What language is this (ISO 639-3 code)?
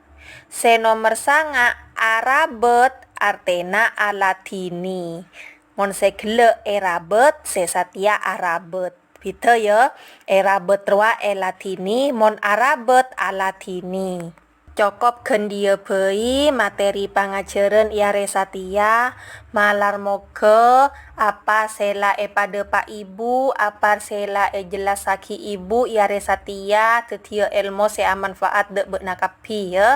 mad